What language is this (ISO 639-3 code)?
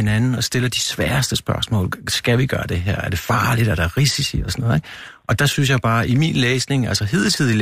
dan